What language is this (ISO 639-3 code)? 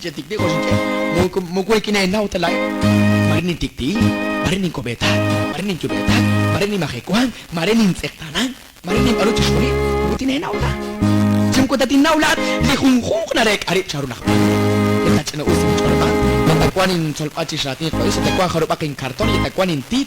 kek